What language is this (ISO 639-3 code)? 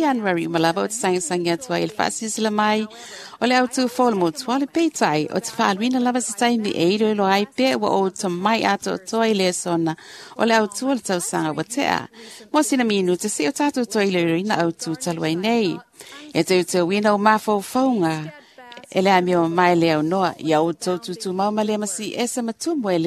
smo